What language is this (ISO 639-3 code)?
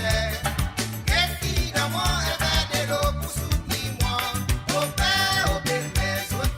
mfe